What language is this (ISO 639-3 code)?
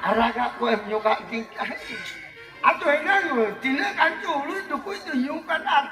sat